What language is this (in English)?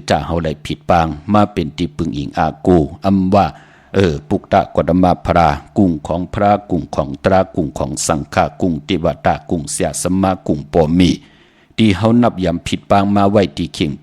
Shan